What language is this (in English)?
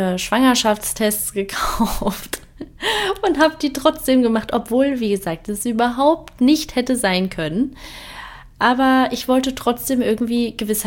German